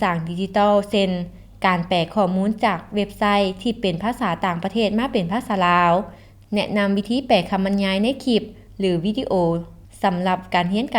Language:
Lao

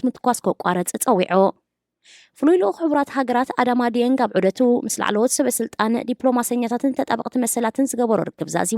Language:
Tigrinya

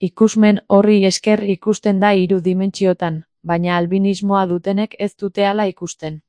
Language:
Basque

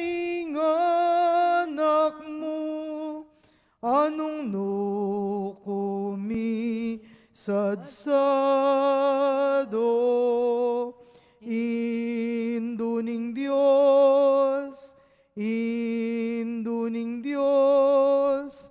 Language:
Pampanga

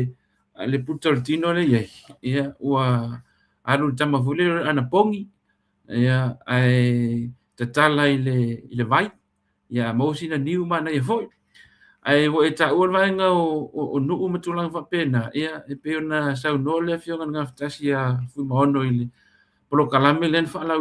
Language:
Samoan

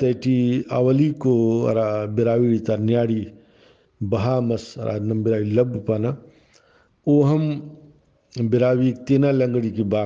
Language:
Brahui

